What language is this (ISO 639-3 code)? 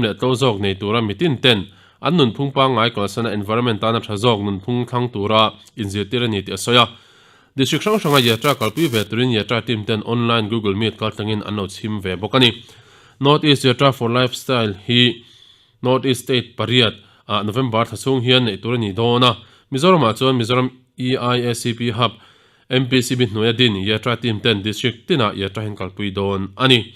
lus